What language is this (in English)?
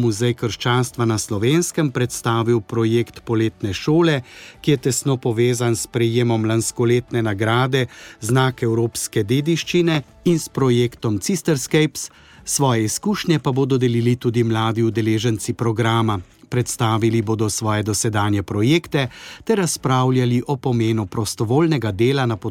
Slovenian